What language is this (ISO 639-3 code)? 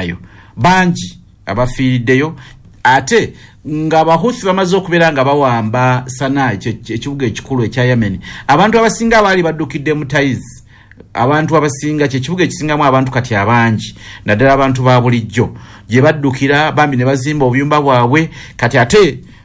lug